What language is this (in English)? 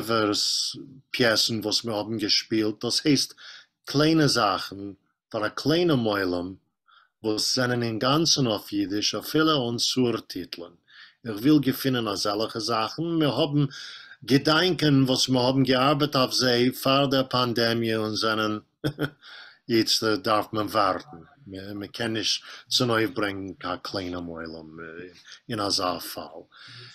Yiddish